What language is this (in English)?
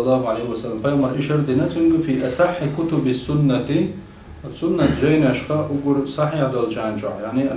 Chechen